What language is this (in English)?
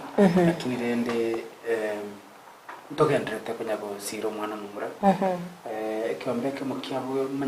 Gusii